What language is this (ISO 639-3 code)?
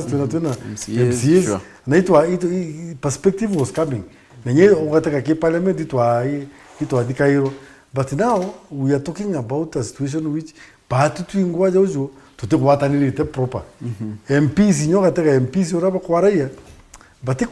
mer